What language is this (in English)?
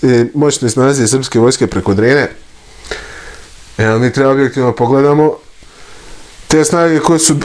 Serbian